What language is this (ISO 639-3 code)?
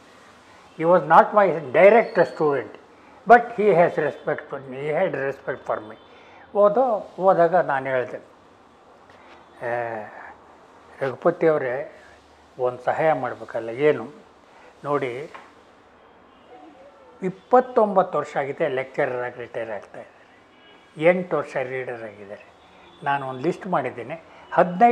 kan